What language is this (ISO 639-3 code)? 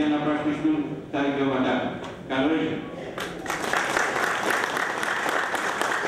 ell